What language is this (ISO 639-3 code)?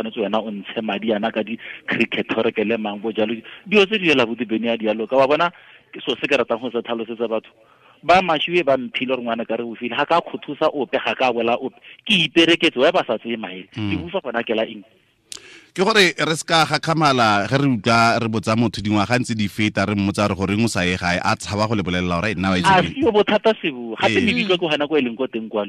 tsn